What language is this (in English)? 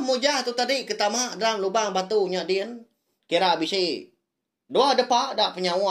Iban